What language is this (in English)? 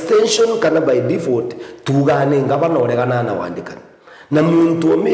Meru